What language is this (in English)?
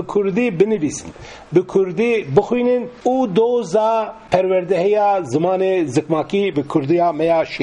Kurdish